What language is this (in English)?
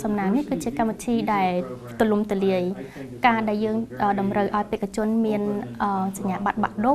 Khmer